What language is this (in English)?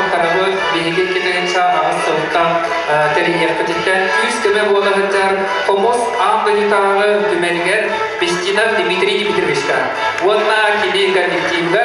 Yakut